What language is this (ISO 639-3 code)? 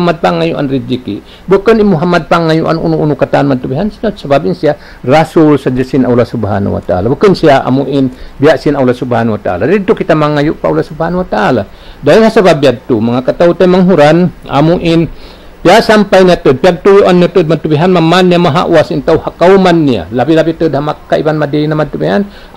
tsg